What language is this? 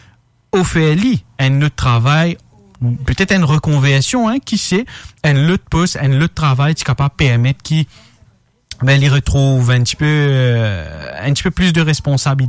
Morisyen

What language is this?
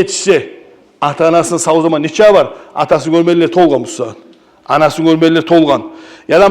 Kumyk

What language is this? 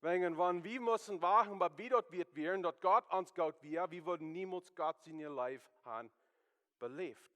Plautdietsch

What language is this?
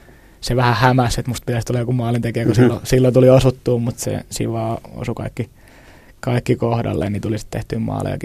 Finnish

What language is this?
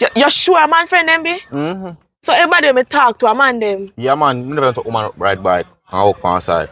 Jamaican Creole English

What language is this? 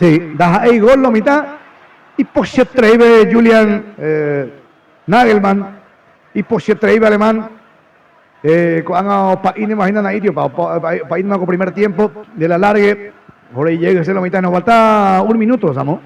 Guarani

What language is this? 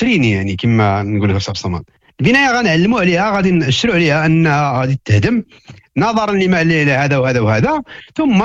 Moroccan Arabic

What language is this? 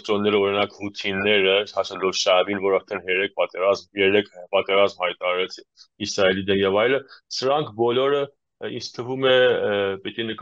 Armenian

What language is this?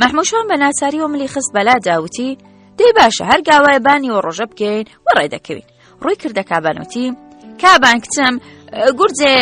Central Kurdish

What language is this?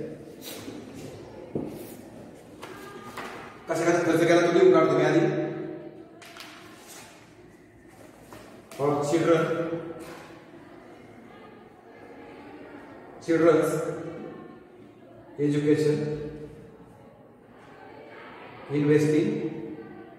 Marathi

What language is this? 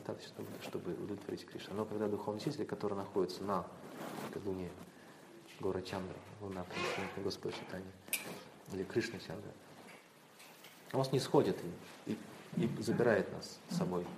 Russian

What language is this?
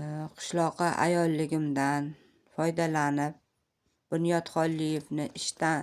Uzbek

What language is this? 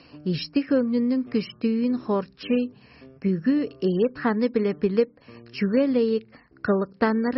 Tuvinian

